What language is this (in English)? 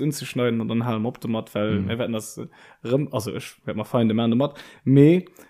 Luxembourgish